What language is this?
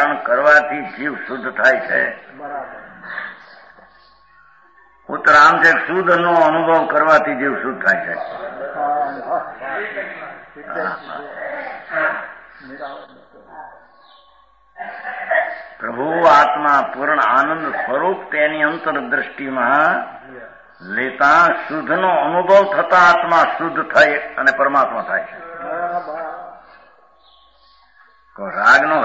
Gujarati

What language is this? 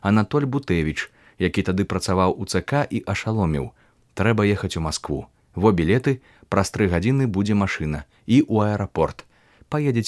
Belarusian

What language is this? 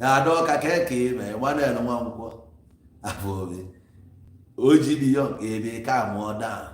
Igbo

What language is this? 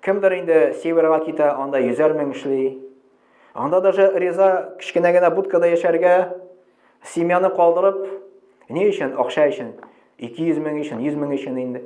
Tatar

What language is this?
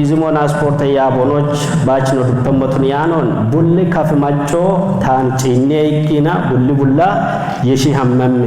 Kafa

